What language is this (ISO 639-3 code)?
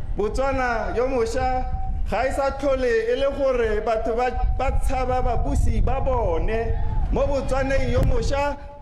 tsn